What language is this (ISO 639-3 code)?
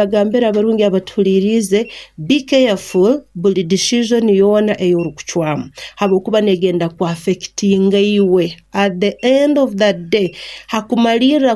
nyn